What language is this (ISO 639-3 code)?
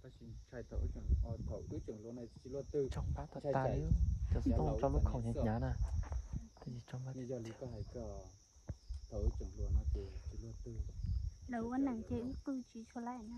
hmn